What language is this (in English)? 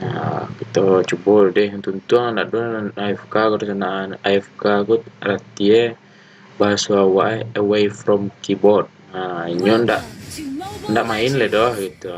Minangkabau